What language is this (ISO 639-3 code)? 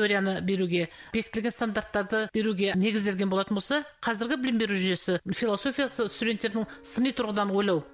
kaz